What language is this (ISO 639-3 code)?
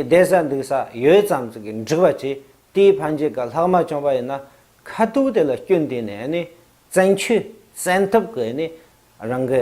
bod